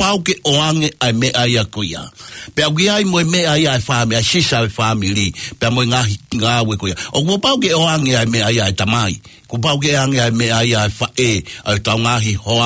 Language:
Tongan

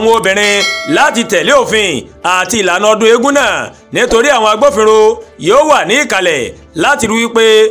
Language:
Yoruba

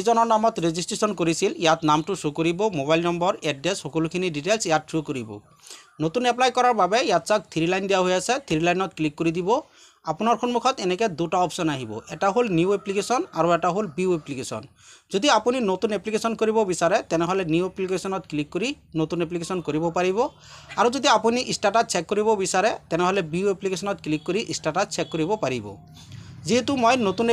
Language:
Assamese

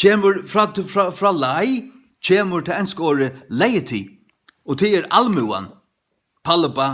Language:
Faroese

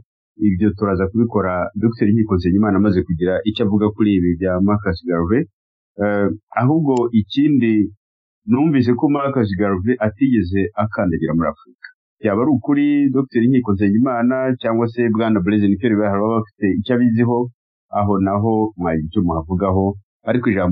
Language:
Kinyarwanda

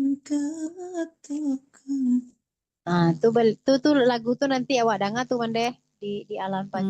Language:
Minangkabau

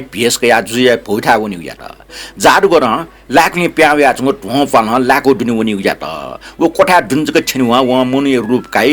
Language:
Newari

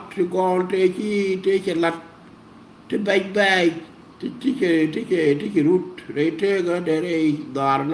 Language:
Nuer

